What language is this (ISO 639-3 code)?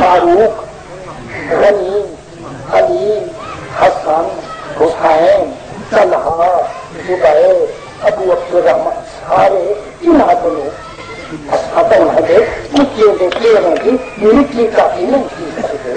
skr